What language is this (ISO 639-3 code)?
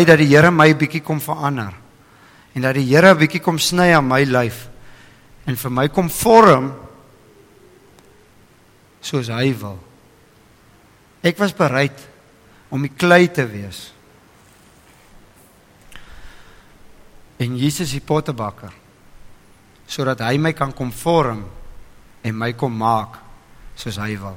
afr